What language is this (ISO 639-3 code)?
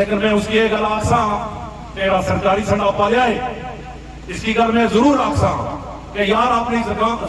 phr